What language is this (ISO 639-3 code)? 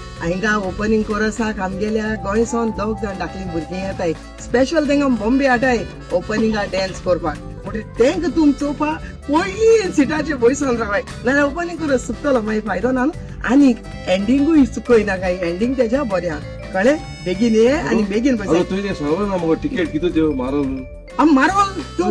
kok